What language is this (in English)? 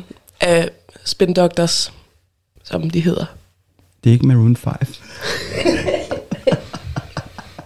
Danish